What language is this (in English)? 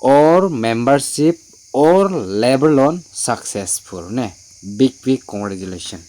Garo